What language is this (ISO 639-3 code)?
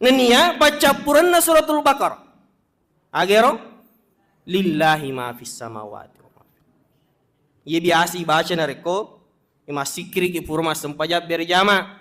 bug